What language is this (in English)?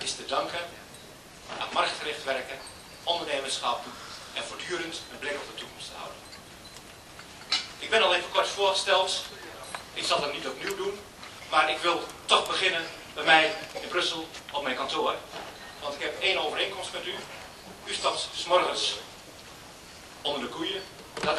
Dutch